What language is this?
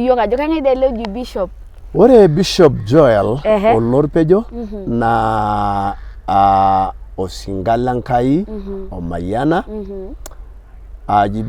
Masai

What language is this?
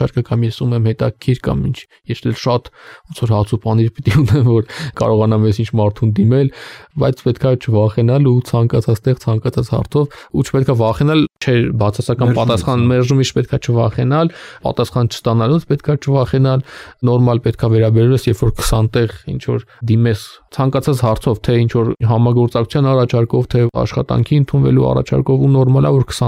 Armenian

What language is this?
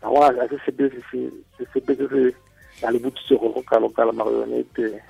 Tswana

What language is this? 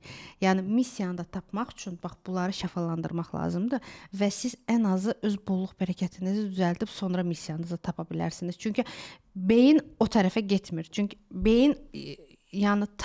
Azerbaijani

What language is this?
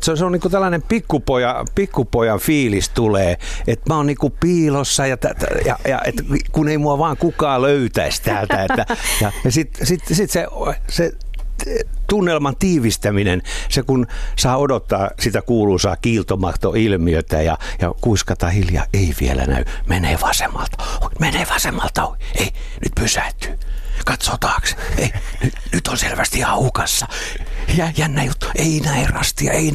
Finnish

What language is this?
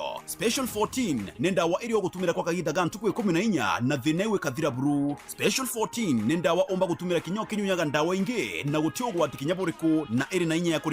Meru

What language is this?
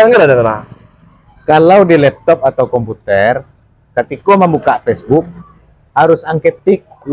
Minangkabau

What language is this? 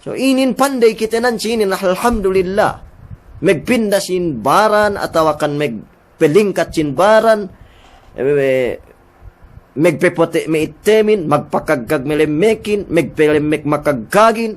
Yakan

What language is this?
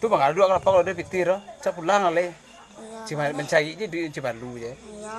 Minangkabau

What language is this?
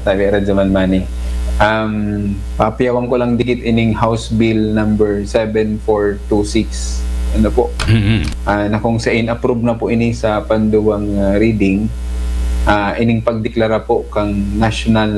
Bikol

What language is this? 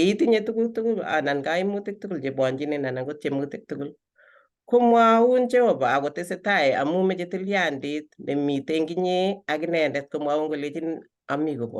Kalenjin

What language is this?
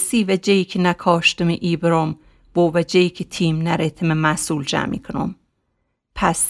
Gilaki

